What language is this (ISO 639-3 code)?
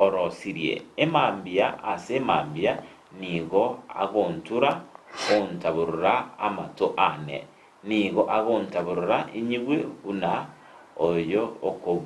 guz